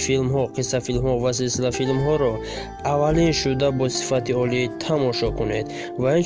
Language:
Tajik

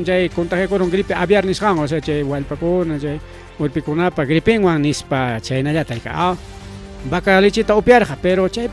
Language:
Ayacucho Quechua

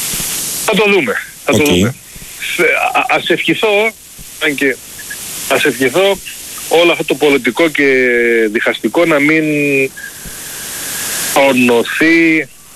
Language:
Greek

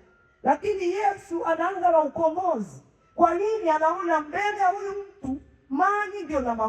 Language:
Swahili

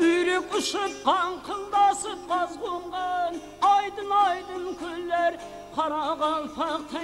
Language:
Kara-Kalpak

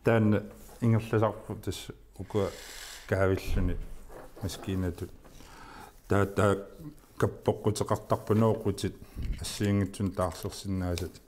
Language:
Kalaallisut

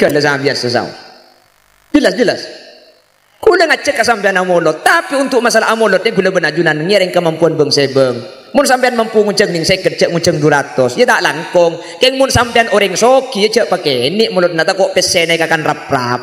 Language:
Madurese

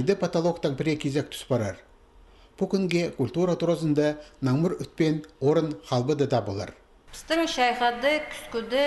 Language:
Khakas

